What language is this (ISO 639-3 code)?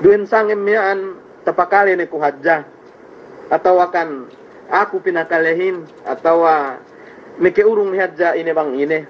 yka